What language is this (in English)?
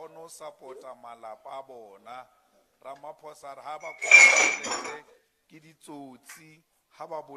Southern Sotho